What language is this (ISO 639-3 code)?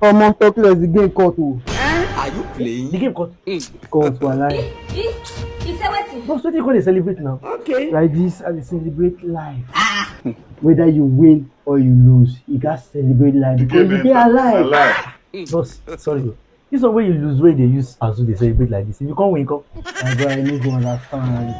pcm